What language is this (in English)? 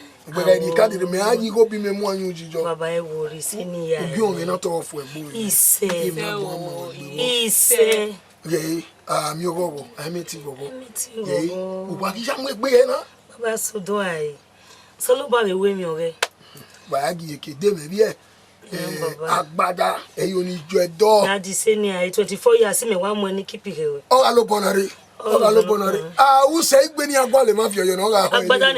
Bini